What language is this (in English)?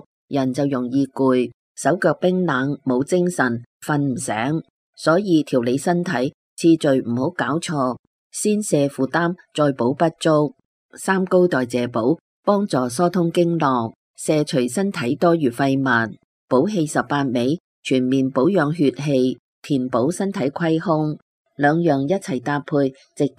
Cantonese